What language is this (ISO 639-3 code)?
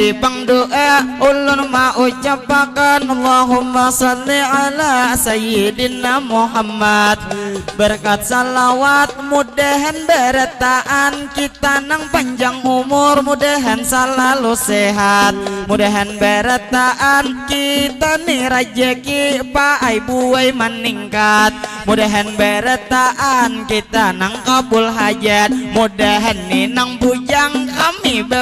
bjn